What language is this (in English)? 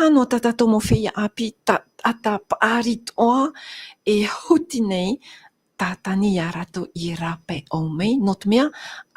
Tahitian